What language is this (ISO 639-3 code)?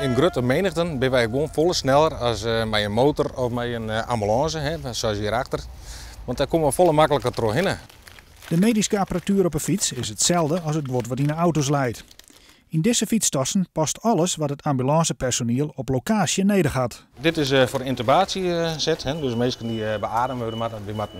fry